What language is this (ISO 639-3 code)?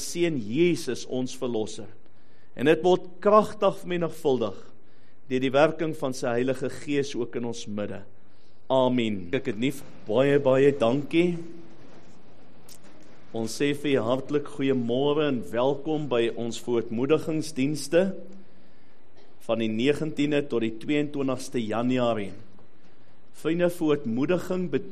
afr